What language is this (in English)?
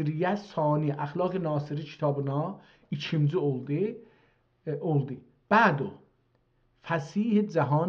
South Azerbaijani